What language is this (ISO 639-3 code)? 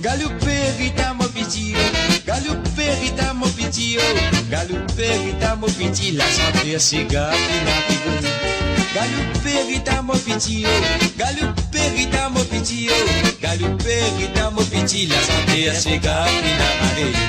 mfe